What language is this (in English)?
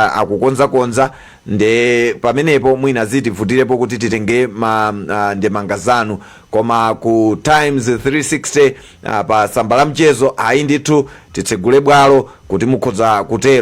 Nyanja